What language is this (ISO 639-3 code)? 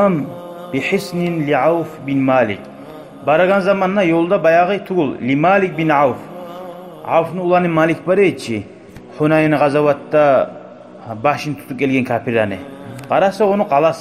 kum